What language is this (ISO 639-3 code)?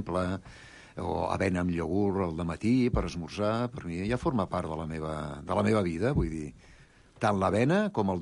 cat